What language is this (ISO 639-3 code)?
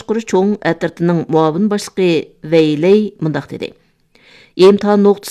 uig